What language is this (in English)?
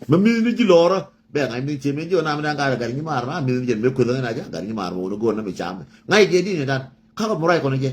Nuer